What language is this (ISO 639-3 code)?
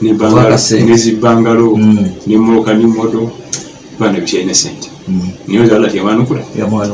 lug